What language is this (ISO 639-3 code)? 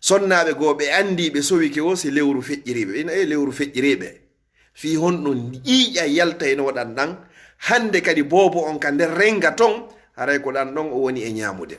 ful